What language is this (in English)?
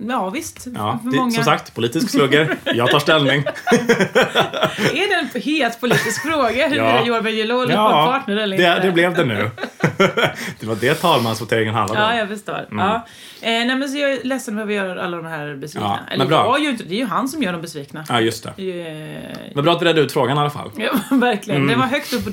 Swedish